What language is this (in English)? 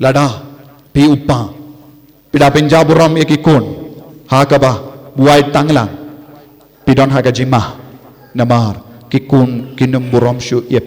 Khasi